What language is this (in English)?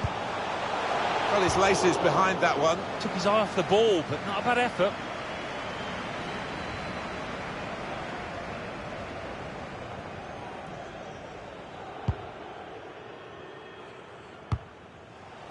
English